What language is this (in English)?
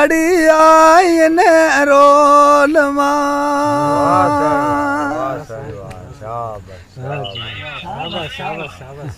Sindhi